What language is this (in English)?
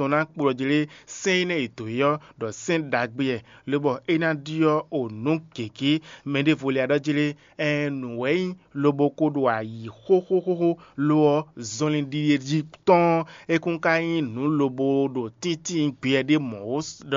Fon